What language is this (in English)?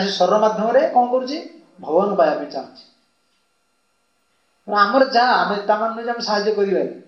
Odia